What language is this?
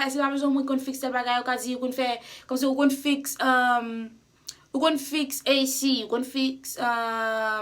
Haitian Creole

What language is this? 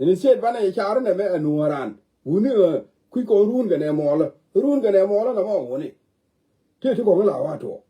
Nuer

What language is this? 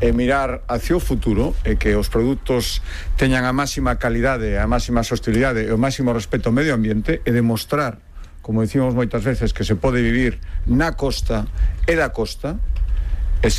Galician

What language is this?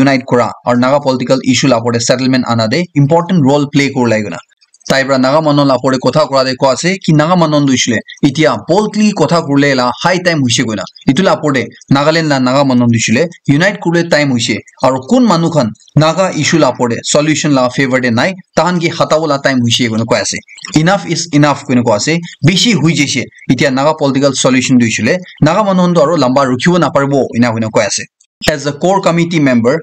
Naga Pidgin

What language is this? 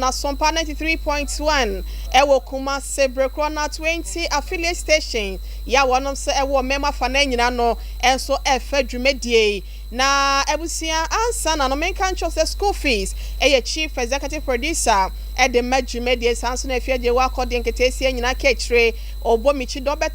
Akan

